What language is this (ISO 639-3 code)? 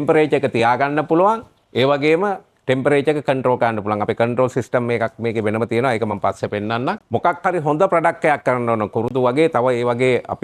sin